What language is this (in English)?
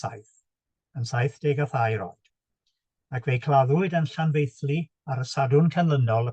Welsh